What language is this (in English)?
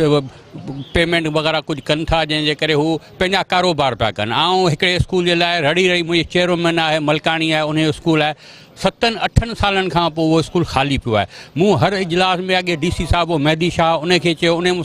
Sindhi